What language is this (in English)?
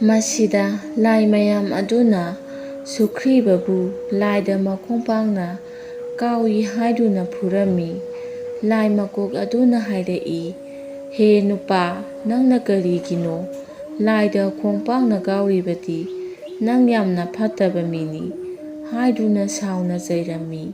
Manipuri